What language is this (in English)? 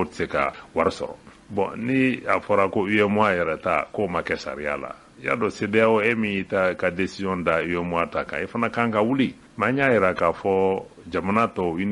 Bambara